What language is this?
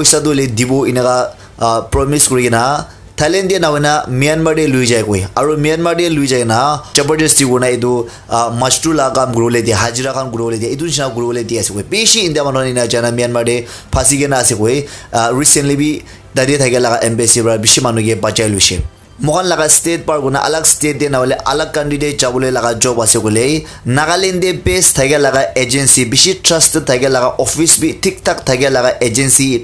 Naga Pidgin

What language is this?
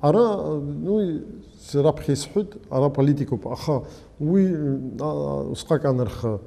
Abkhazian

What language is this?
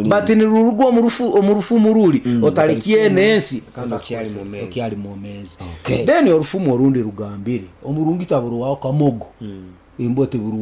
Nyankole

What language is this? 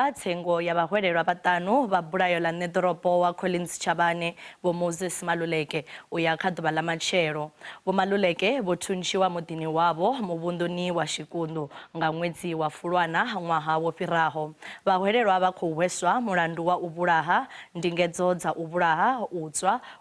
Venda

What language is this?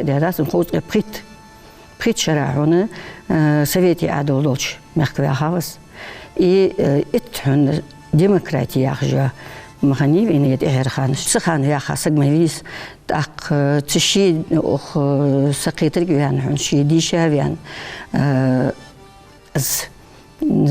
Ingush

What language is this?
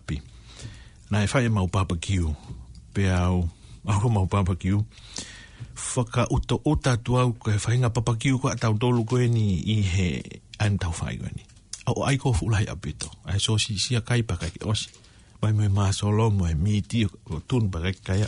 Tongan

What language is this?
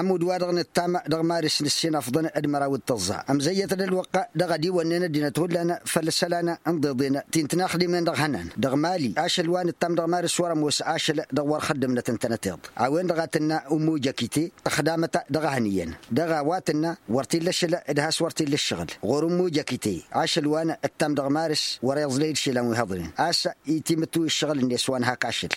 Tamasheq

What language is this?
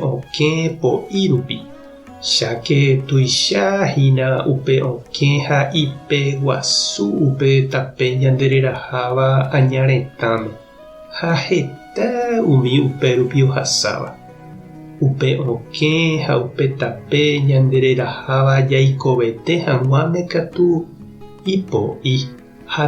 Guarani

